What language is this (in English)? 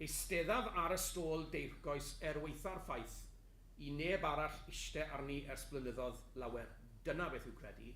Welsh